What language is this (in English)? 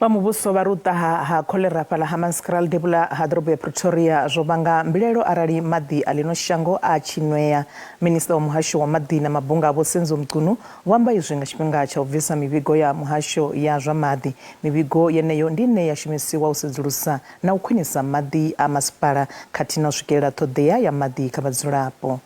Venda